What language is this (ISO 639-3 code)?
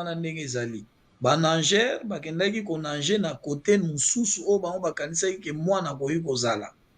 lin